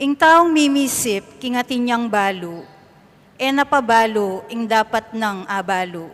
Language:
Pampanga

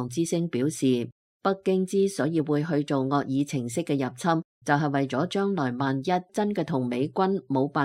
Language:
Cantonese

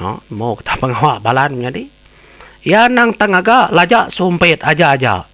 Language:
Iban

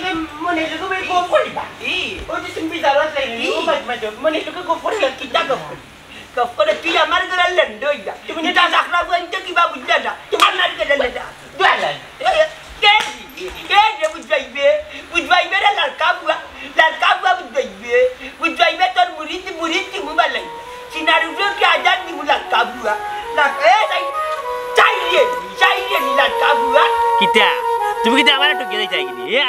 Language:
Sylheti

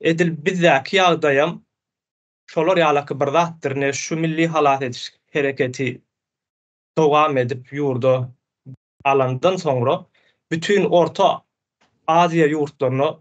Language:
Turkmen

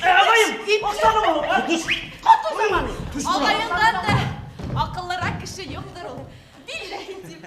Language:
Bashkir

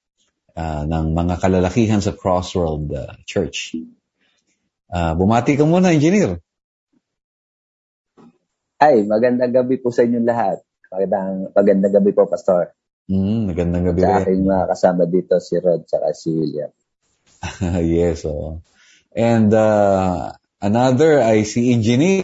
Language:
Filipino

